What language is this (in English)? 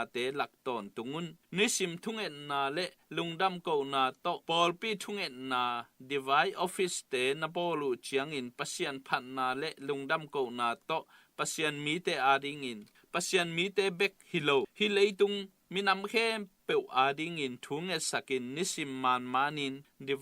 Tedim Chin